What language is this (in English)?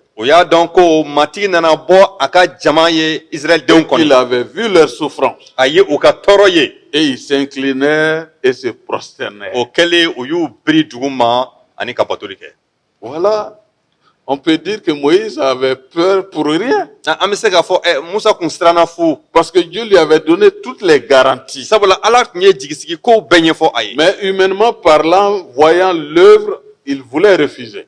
Bambara